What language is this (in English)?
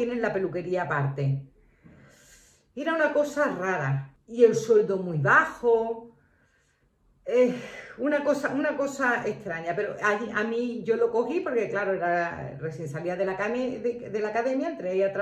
Spanish